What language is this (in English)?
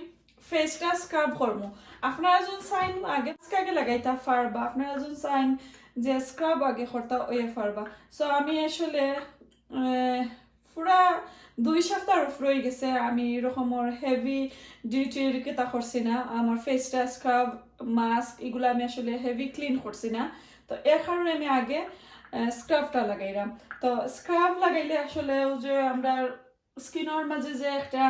Sylheti